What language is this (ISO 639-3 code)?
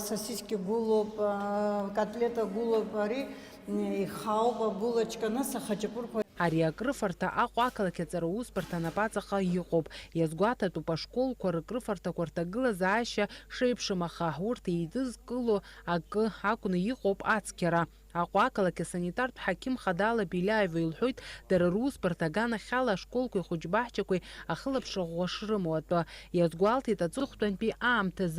abk